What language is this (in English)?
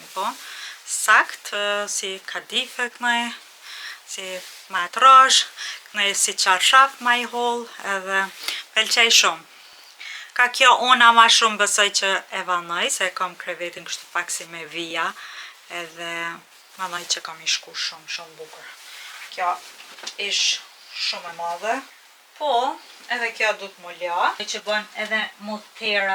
Albanian